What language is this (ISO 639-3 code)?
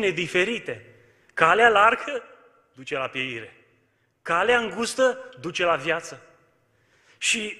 ron